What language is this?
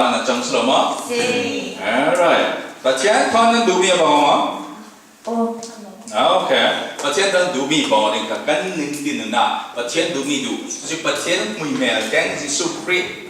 Falam Chin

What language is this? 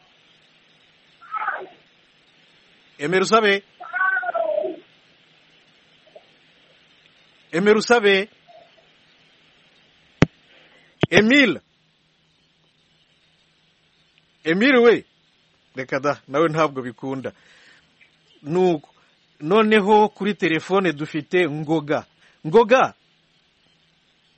Kinyarwanda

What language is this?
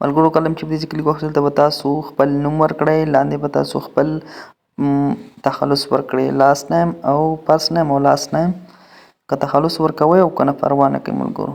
Pashto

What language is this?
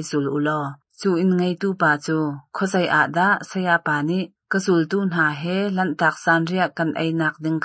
Hakha Chin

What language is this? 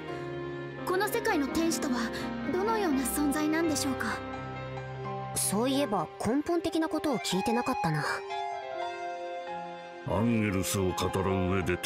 Japanese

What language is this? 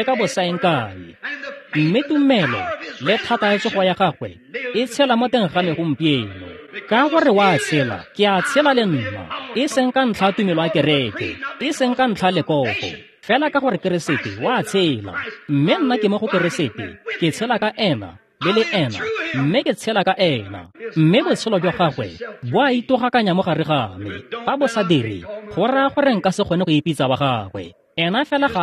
Tswana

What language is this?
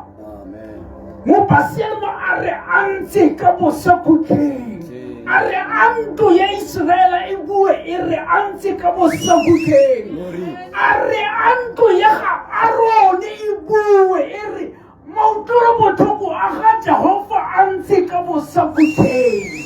Tswana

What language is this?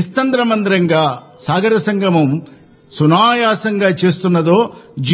Telugu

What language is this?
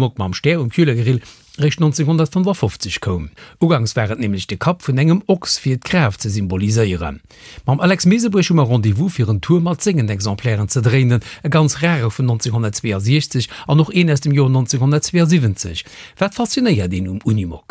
Luxembourgish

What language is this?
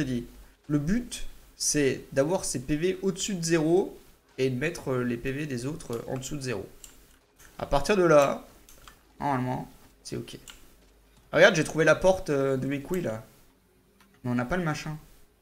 French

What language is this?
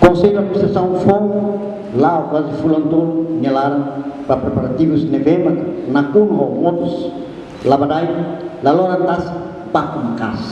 Tetum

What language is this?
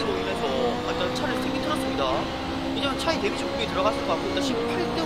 Korean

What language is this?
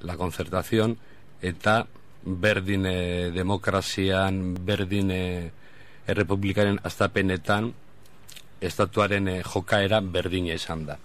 Basque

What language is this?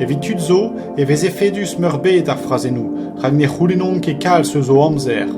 Breton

